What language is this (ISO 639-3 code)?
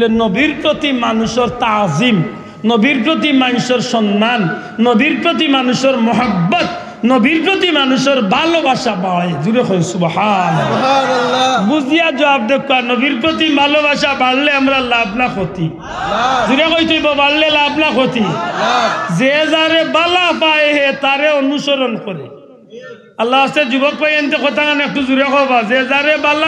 syl